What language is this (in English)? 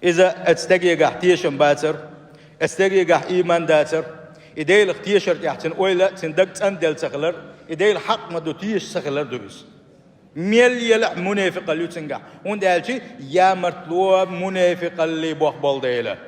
Chechen